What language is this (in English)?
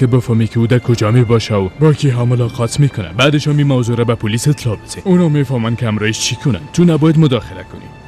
Persian